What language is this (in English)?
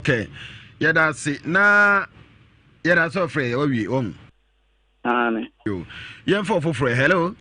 Akan